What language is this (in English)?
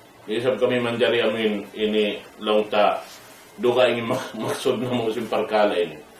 Tausug